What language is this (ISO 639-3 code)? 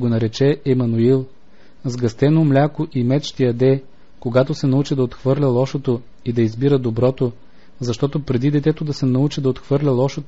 bul